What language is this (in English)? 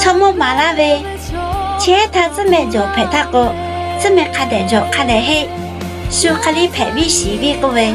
Lahu